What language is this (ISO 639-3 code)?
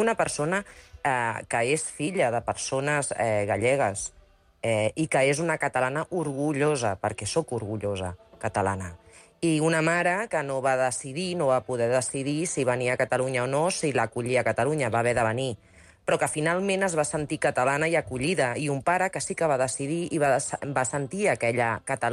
cat